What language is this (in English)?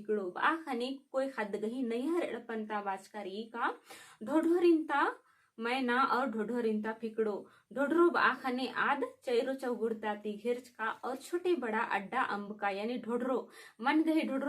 Kurukh